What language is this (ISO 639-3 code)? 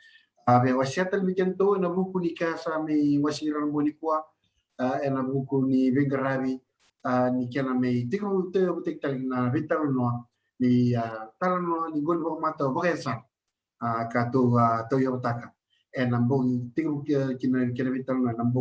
fij